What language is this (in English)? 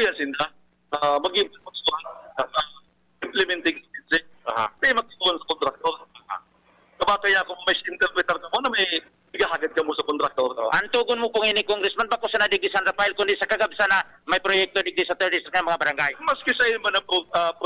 Bikol